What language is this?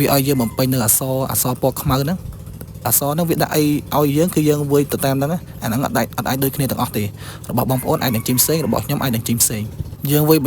Khmer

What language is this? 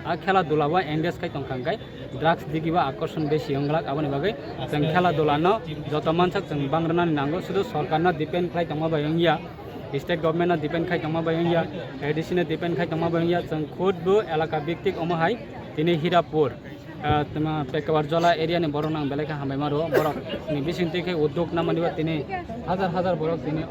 Kok Borok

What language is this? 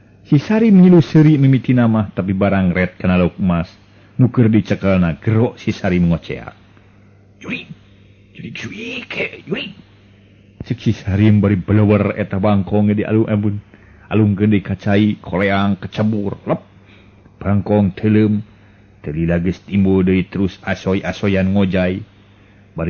Sundanese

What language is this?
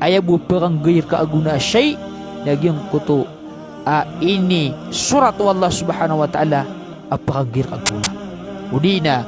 Maranao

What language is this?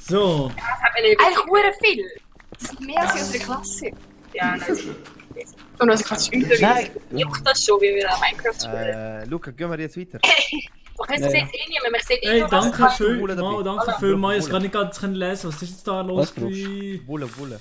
Swiss German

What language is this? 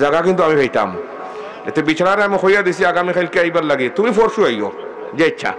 Sylheti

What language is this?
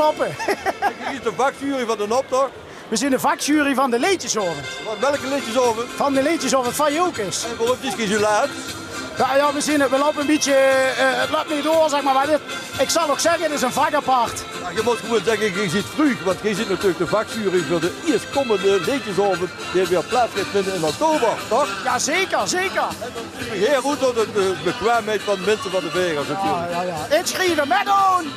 Limburgish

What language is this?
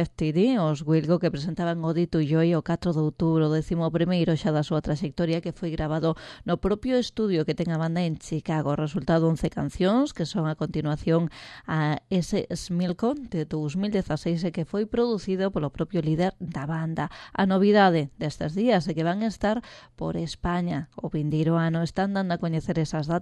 Galician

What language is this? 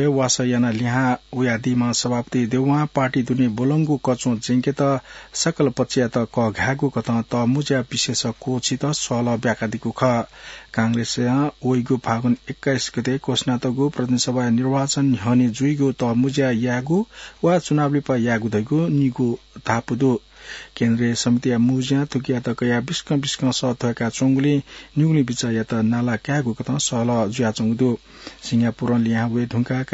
Newari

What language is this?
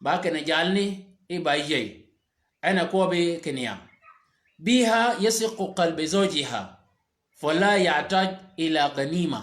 Shilluk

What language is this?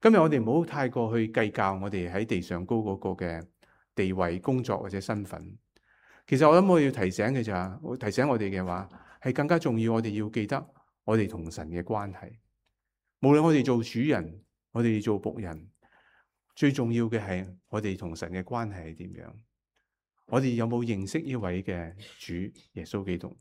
Cantonese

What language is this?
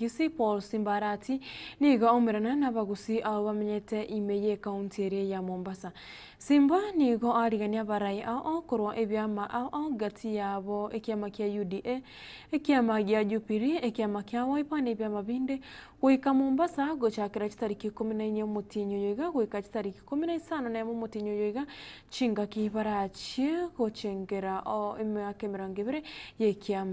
Gusii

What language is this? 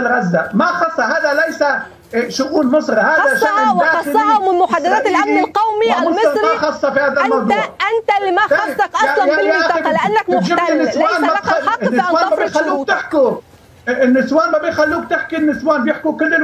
Egyptian Arabic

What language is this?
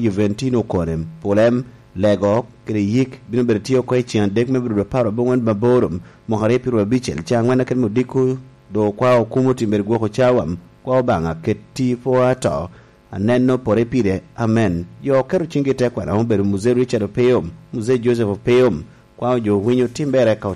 Lango (Uganda)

